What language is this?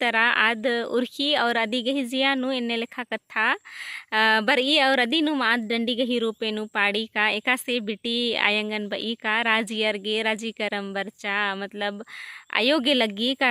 Kurukh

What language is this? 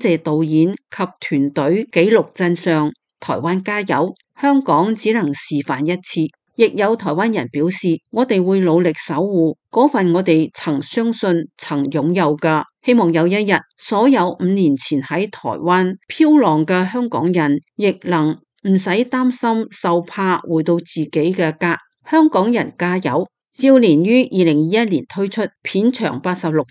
Cantonese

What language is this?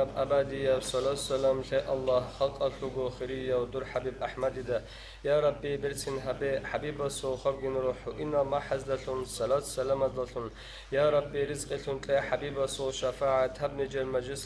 Avaric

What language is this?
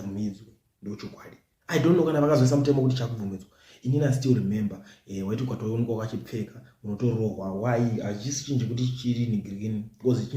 Shona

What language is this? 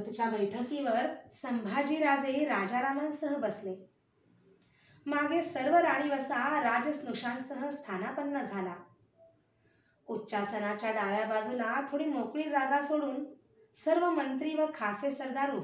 Marathi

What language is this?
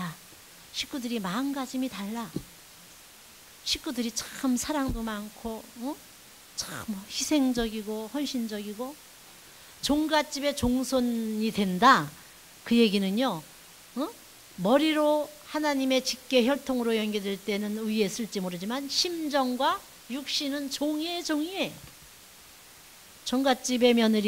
Korean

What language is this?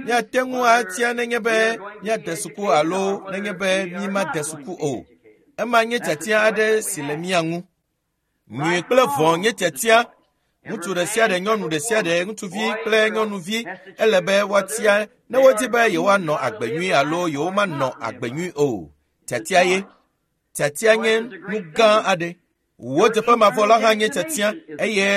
Ewe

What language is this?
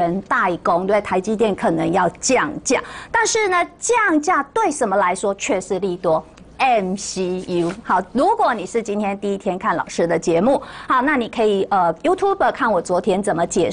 Chinese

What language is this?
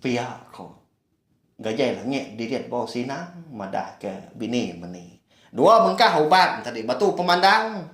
Iban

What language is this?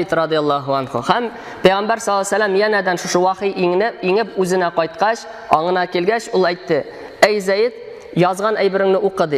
Tatar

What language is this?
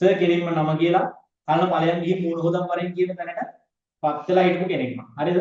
Sinhala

